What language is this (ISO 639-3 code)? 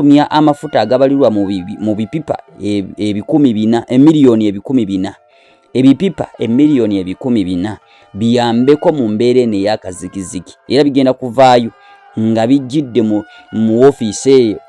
lug